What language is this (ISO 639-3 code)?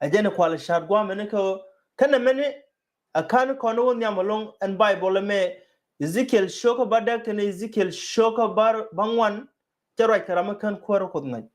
nus